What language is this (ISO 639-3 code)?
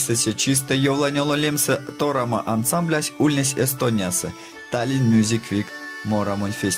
myv